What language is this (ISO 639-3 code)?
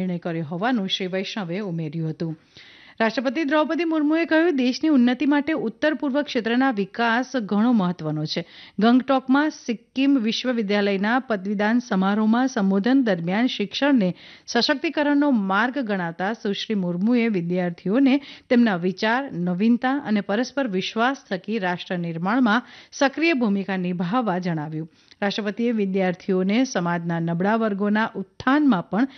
guj